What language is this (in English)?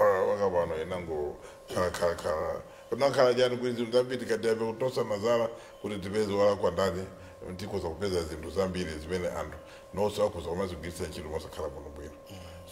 Nyanja